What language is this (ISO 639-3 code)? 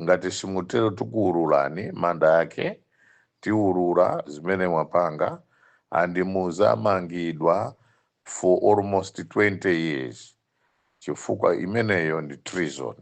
nya